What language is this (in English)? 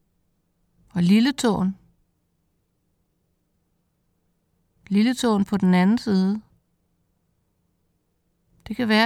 Danish